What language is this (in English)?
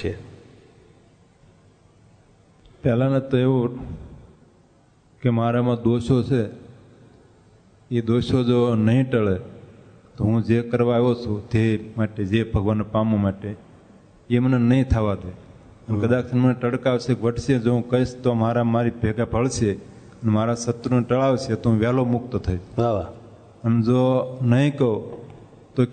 Gujarati